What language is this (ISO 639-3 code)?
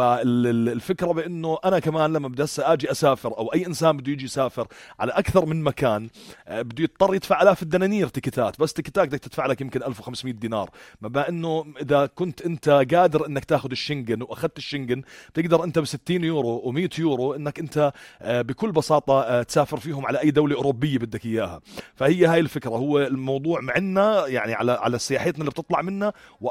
apc